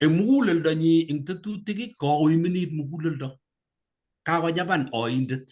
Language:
Kalenjin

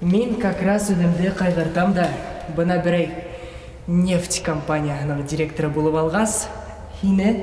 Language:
Bashkir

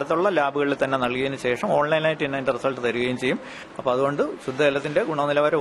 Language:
Malayalam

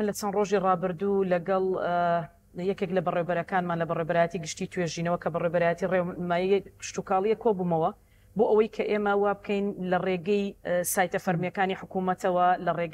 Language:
Central Kurdish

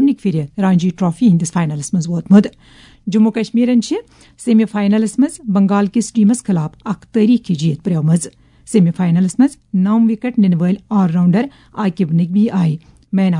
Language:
Kashmiri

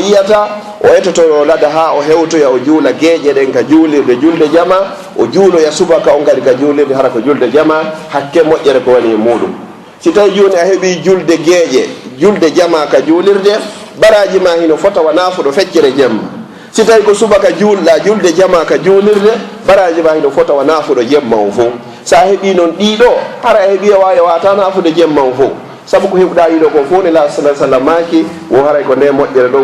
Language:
Fula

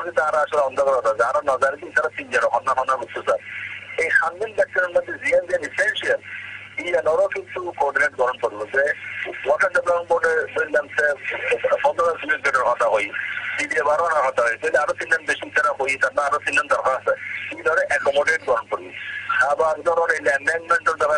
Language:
Bangla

